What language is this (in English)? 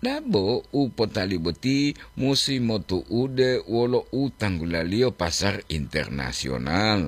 Gorontalo